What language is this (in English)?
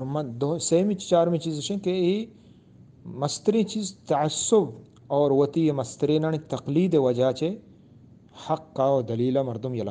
Eastern Balochi